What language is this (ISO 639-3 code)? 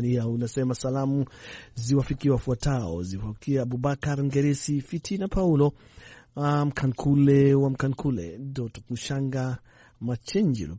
swa